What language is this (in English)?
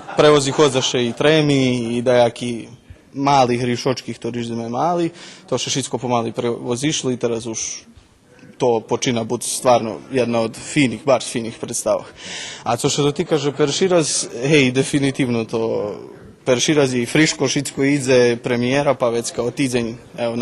Rusyn